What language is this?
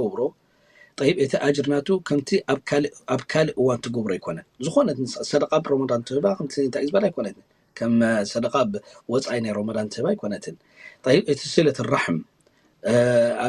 Tigrinya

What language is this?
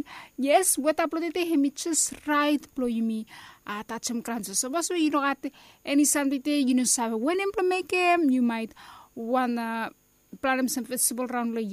Bislama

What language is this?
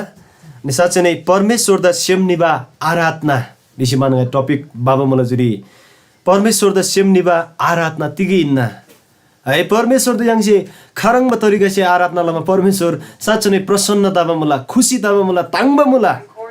Eastern Tamang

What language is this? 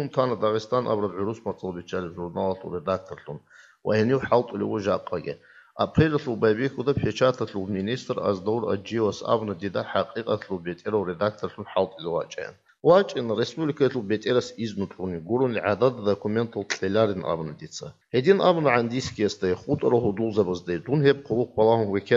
Avaric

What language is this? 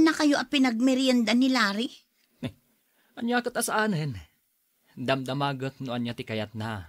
Iloko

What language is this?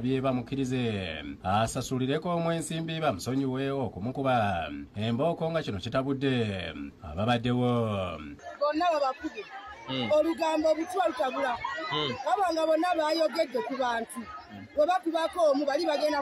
Ganda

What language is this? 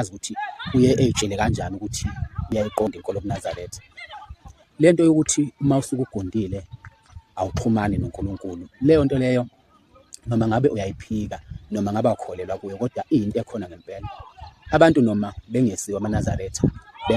Zulu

